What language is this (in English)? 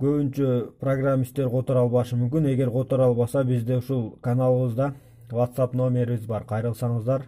Kyrgyz